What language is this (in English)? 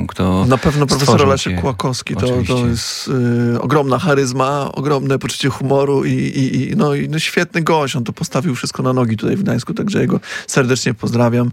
Polish